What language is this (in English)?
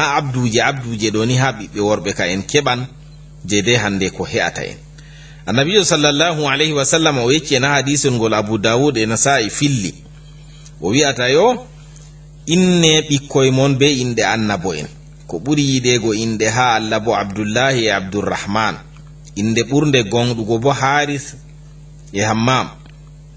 Fula